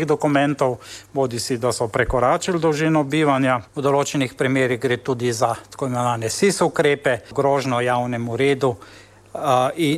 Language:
Slovenian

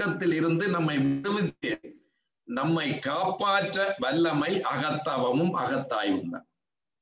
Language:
Tamil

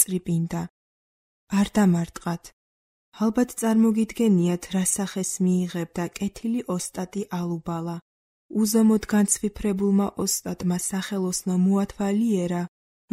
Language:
Georgian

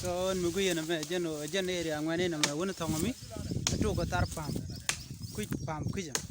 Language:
Nuer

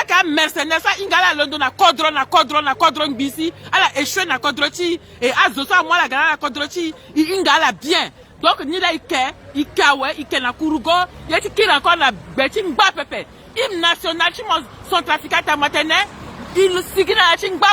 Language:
Sango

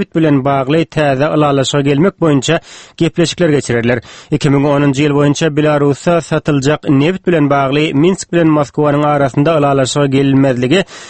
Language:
Turkmen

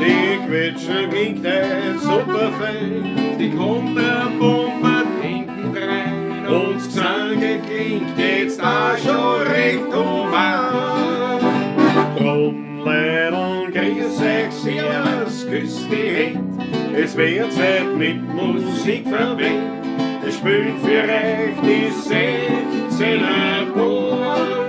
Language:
Bavarian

